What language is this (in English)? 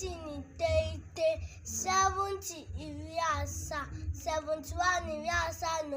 Igbo